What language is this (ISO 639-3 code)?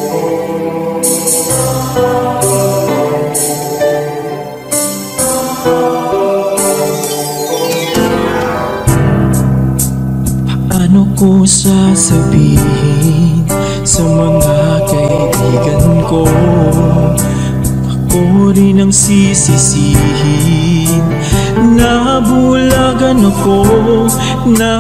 fil